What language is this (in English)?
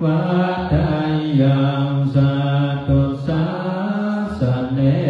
Pali